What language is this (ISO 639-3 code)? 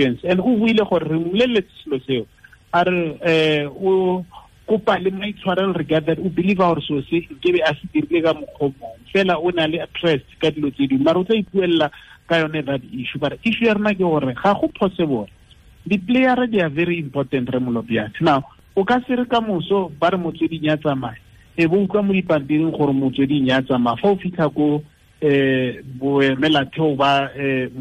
tsn